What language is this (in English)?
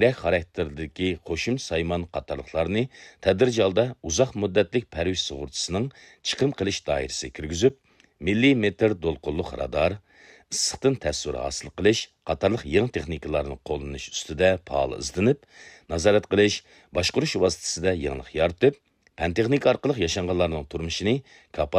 Uyghur